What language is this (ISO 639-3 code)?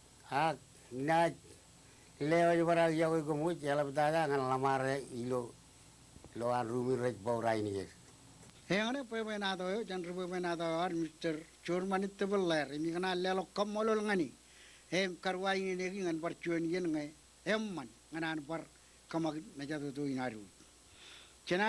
mah